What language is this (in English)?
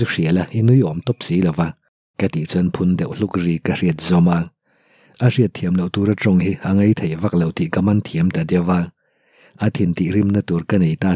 Mizo